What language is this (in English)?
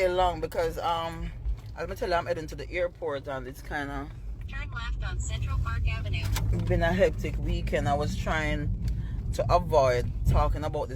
Jamaican Creole English